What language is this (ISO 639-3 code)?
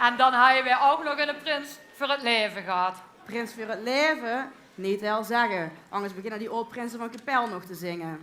lim